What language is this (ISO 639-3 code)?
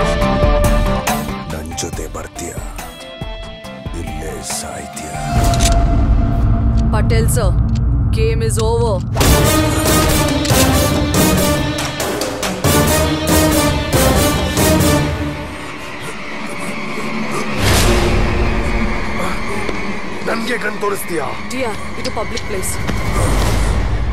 kan